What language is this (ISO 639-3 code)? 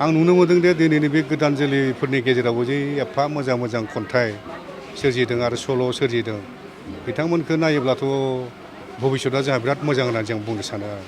brx